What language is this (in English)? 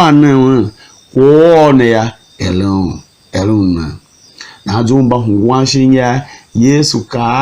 Tiv